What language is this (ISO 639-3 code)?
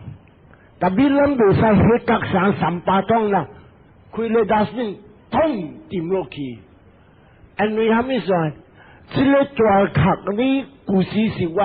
nan